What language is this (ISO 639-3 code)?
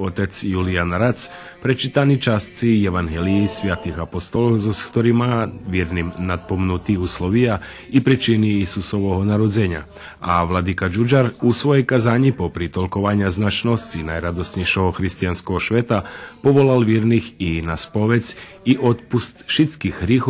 rue